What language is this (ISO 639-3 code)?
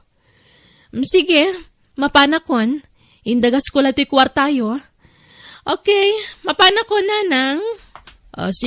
ilo